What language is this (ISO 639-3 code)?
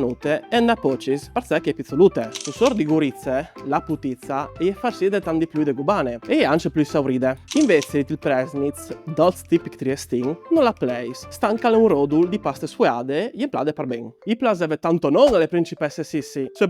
fur